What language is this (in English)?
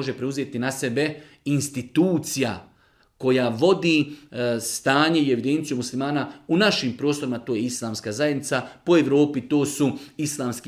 Bosnian